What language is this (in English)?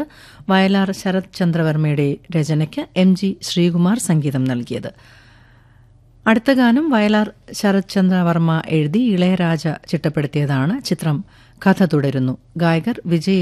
Malayalam